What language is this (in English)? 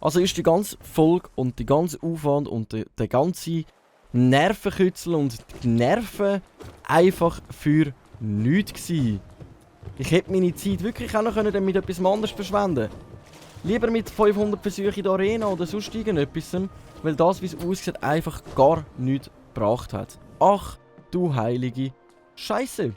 Swiss German